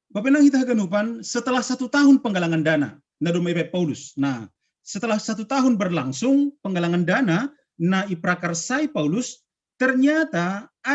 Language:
Batak Simalungun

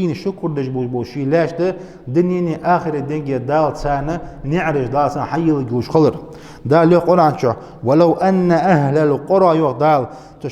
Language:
Ingush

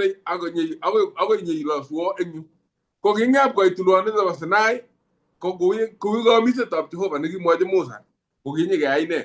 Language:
Kalenjin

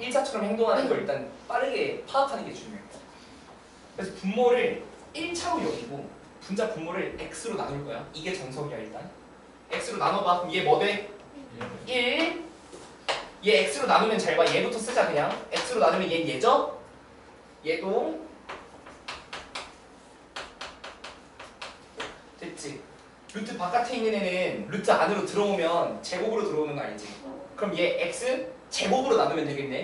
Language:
Korean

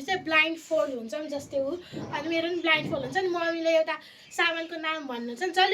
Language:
Nepali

